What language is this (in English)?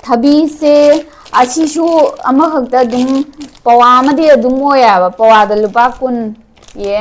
Manipuri